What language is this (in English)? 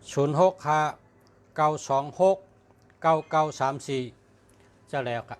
Shan